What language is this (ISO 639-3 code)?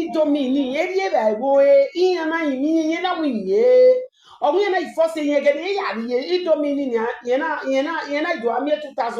pcm